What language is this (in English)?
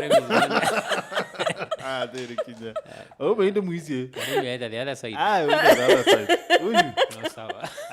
Meru